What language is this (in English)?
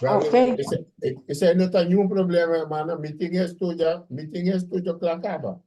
Papiamento